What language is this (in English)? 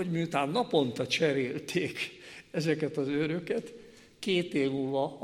Hungarian